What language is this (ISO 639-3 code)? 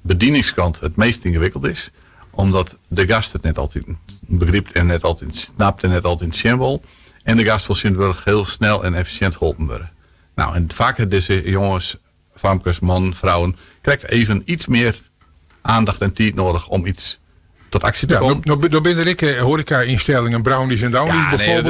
fry